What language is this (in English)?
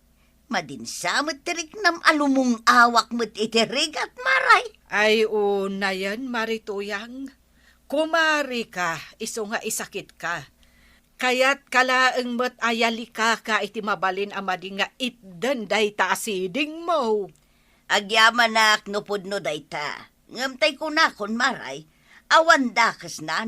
Iloko